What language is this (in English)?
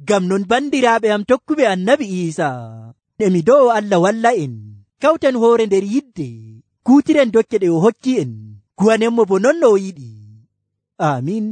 Nigerian Fulfulde